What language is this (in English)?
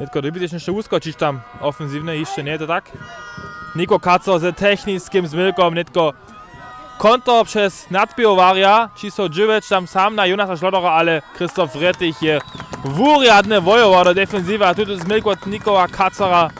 Upper Sorbian